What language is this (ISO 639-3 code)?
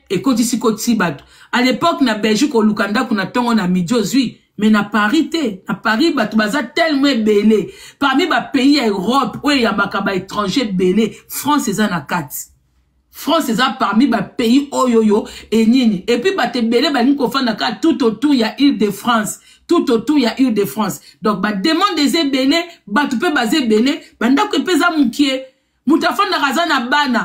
lin